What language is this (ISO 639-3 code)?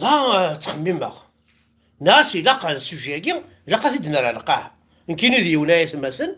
kab